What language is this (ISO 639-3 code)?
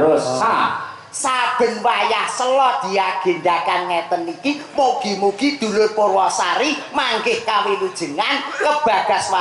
jav